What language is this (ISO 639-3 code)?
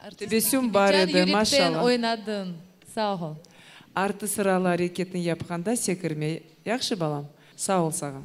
crh